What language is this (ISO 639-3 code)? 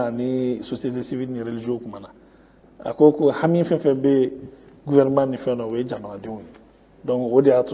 bam